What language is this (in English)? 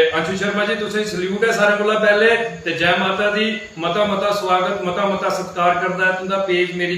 Dogri